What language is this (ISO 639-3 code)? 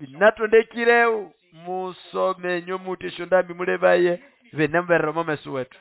nnb